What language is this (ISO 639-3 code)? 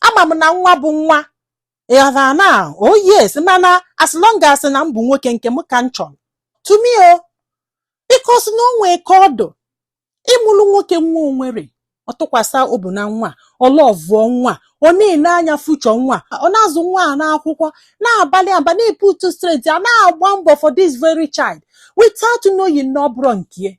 ibo